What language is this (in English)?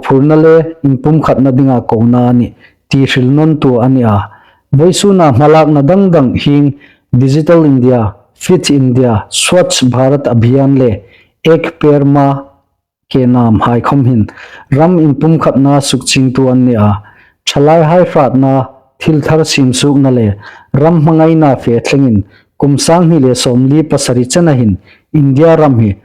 Hmar